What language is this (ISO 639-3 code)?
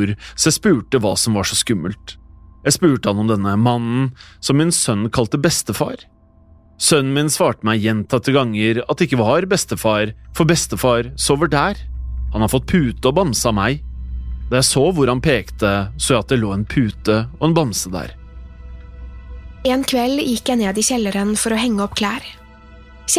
nor